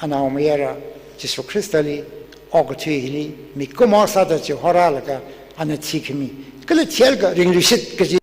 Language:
Tangkhul Naga (India)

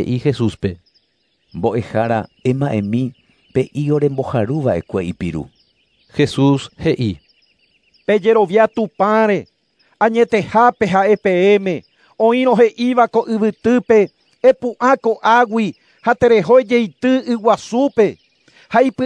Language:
Guarani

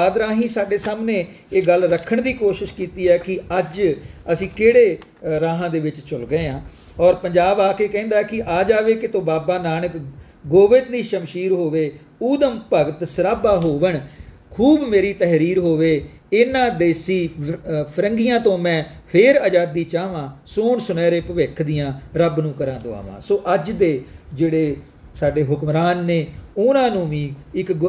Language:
Punjabi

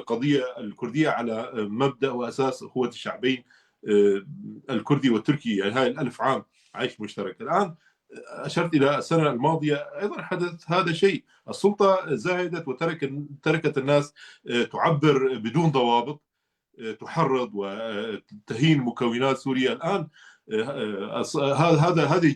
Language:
North Levantine Arabic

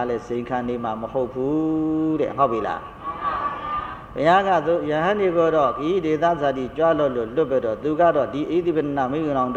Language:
Burmese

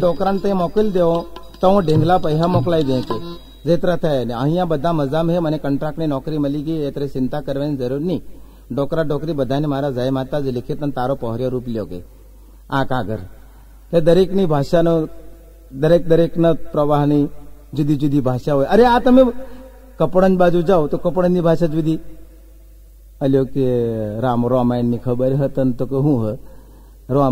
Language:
Gujarati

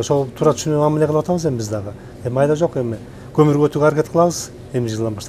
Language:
Kyrgyz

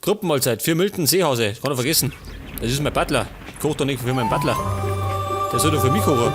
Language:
Bavarian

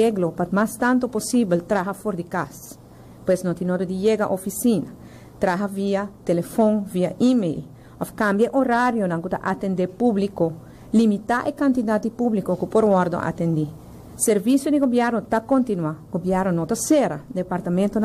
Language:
Papiamento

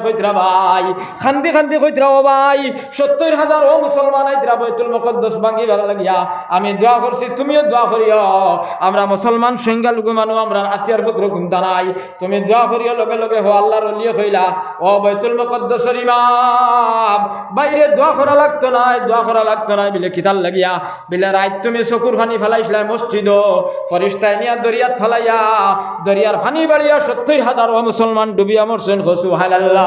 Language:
Sylheti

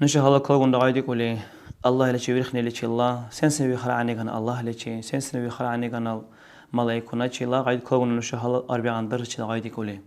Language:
Dargwa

